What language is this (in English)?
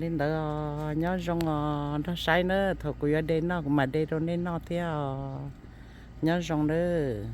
Hmong